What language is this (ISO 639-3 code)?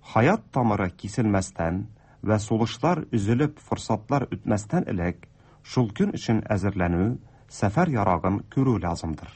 tat